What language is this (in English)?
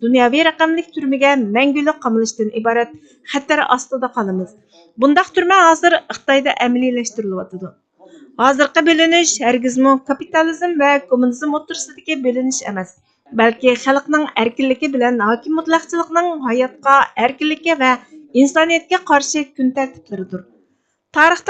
Uyghur